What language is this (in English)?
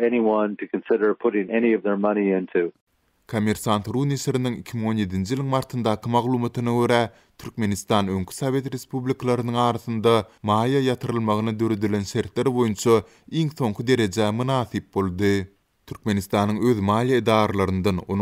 Turkmen